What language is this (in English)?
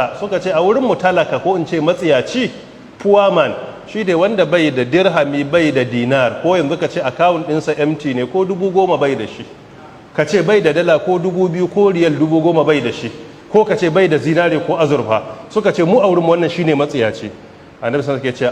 Hausa